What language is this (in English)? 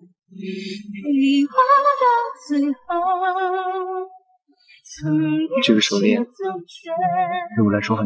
Chinese